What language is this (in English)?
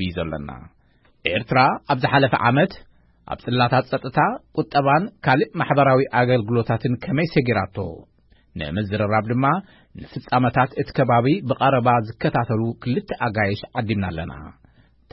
Tigrinya